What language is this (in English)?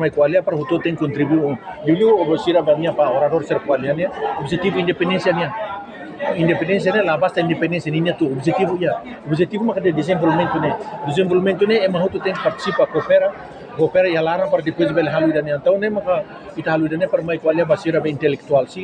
Tetum